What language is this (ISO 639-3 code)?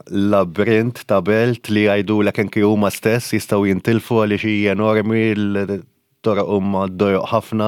mlt